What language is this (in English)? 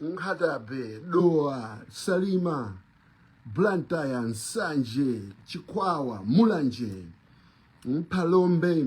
Nyanja